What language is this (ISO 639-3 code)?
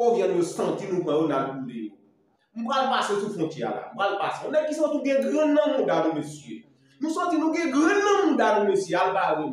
hat